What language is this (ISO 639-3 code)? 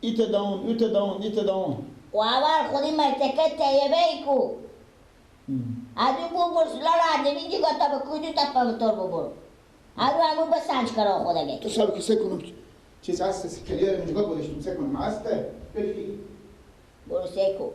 fas